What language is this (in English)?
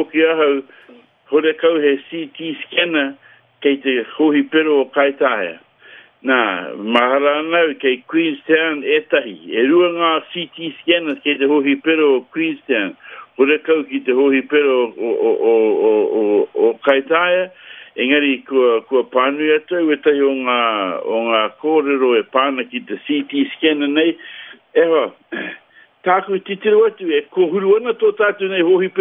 Māori